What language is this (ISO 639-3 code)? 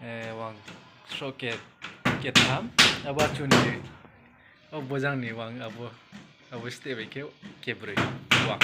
ria